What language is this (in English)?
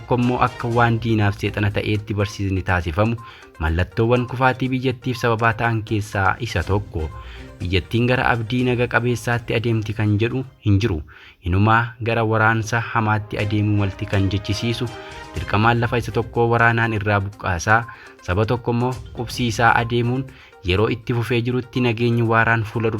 Oromo